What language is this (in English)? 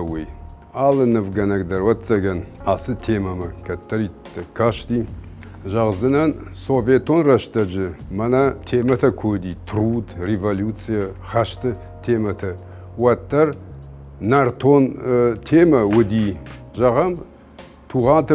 Ossetic